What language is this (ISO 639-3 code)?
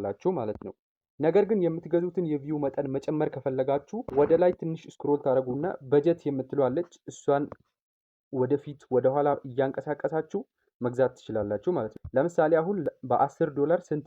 amh